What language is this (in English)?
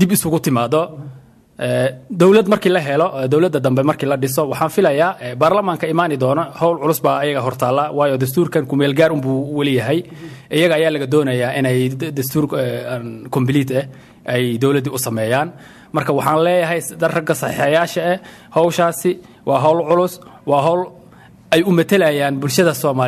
Somali